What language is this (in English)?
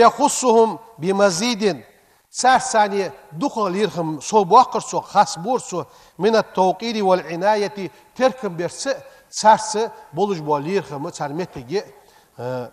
Ingush